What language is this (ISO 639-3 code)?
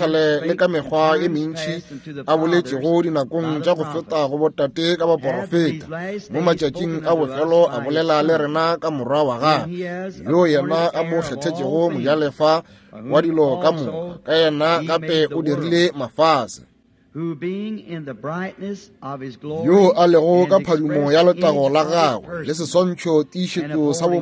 nso